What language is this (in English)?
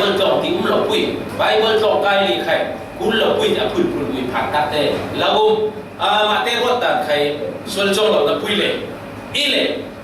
Falam Chin